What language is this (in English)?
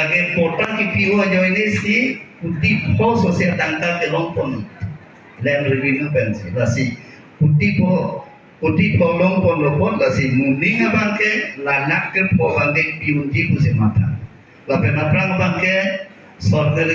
Karbi